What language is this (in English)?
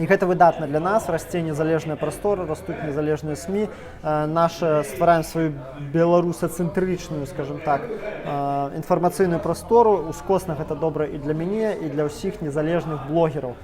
Belarusian